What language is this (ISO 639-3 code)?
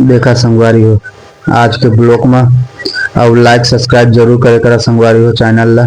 hne